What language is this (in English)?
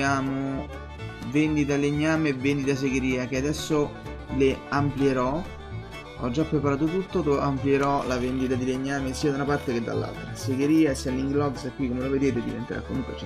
Italian